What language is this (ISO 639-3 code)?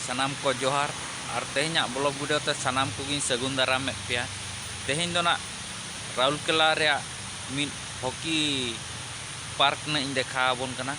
sat